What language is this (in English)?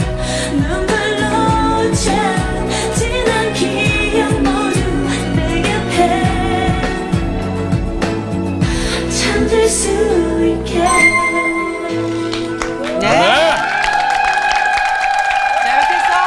Korean